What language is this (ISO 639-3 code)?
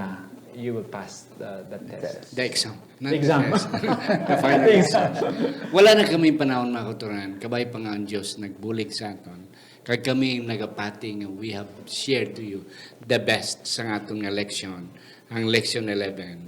hil